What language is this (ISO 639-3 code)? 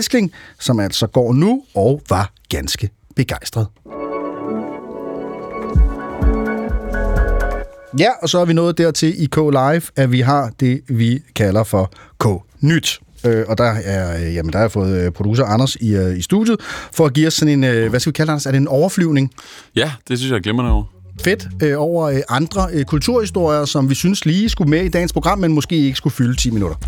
dan